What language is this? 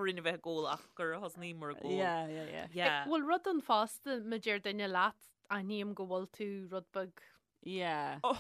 Irish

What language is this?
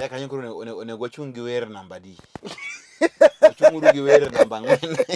Luo (Kenya and Tanzania)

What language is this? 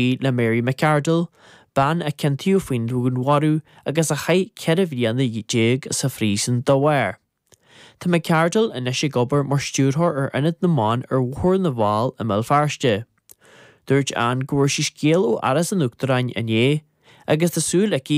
Irish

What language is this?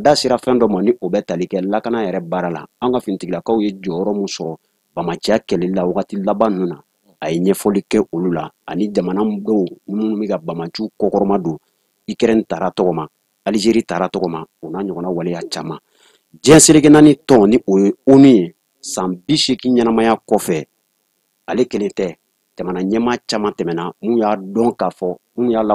Bambara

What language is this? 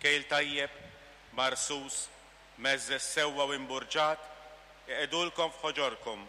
Maltese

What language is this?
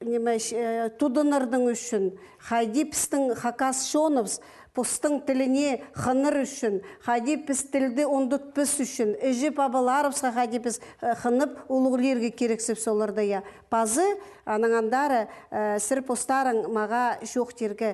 Khakas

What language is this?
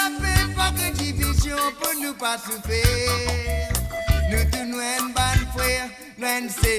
Morisyen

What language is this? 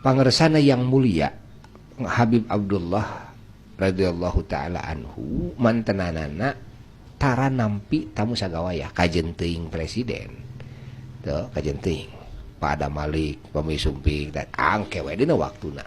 Sundanese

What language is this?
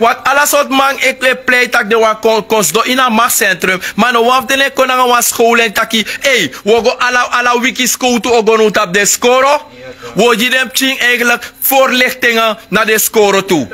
Sranan Tongo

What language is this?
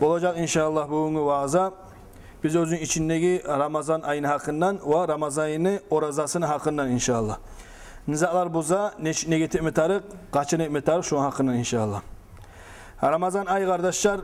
Kumyk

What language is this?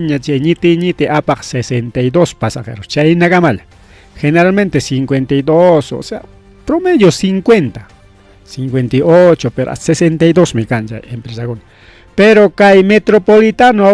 Ayacucho Quechua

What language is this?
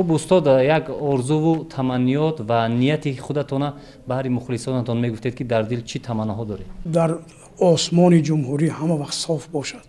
Tajik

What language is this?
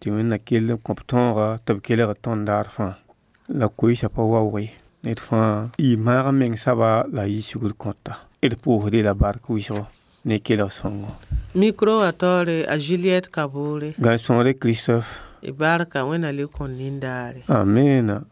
Mossi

